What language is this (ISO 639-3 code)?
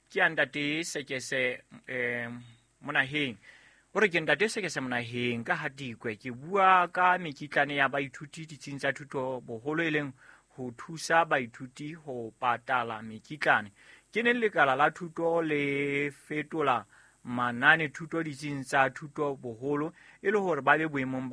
sot